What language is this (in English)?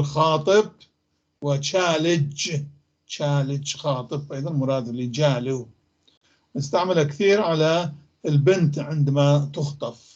North Levantine Arabic